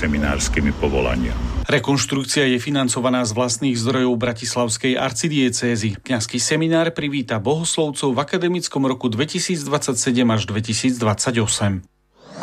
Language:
Slovak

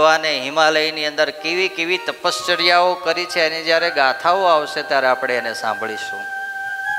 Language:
Gujarati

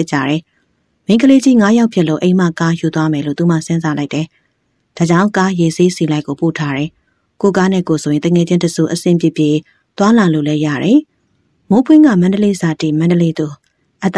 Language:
Burmese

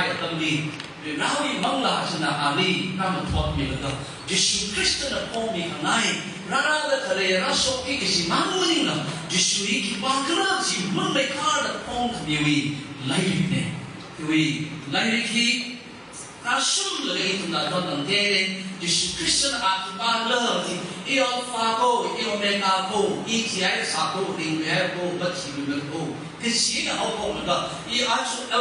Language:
Tangkhul Naga (India)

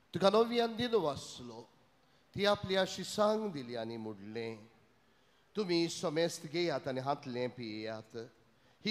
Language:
Konkani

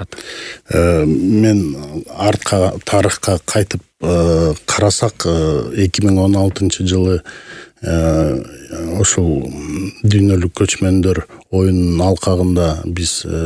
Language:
Kyrgyz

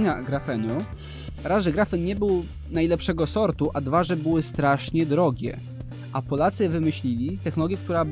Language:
Polish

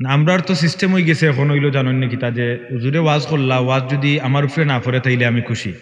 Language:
Sylheti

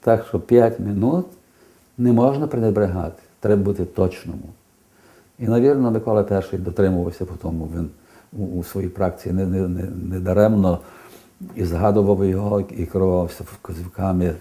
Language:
Rusyn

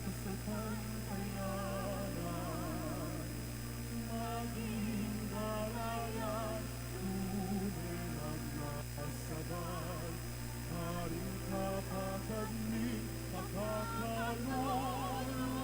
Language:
Pampanga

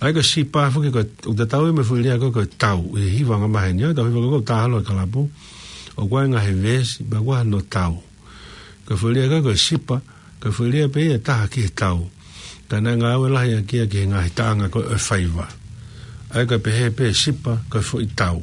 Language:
Tongan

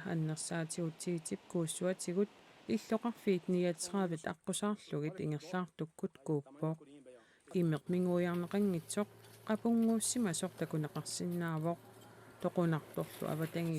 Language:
Kalaallisut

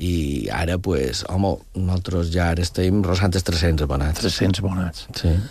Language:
Catalan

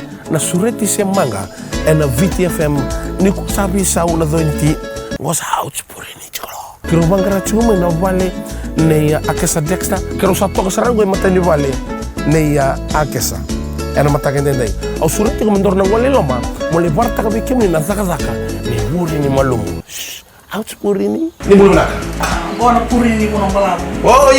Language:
Fijian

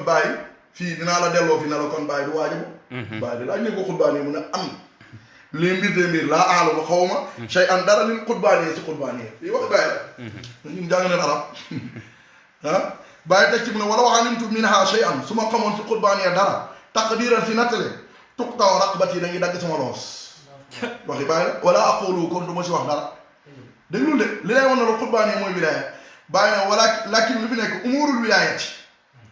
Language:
Wolof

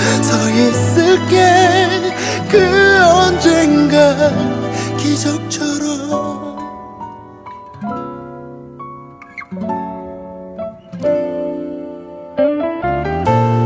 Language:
Korean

